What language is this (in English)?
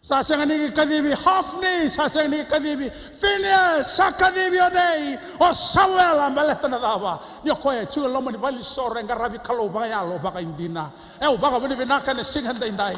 Fijian